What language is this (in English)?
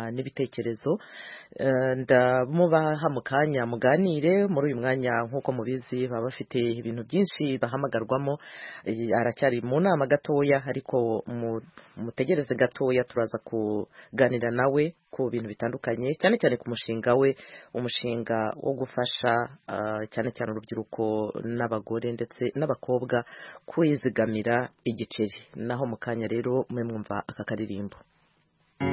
Kinyarwanda